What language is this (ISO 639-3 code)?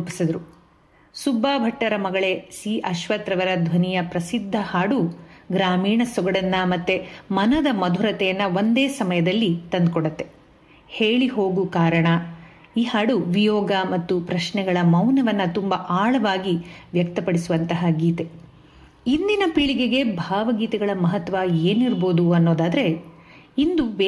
kan